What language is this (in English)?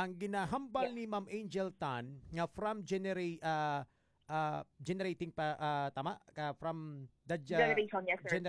Hiligaynon